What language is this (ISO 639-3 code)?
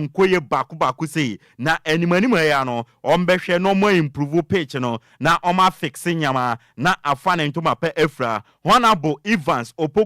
aka